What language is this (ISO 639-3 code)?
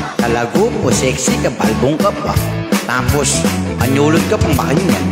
pam